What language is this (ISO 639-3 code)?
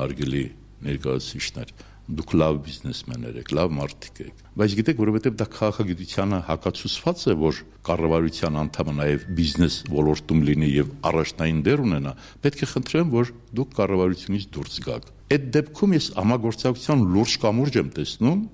hye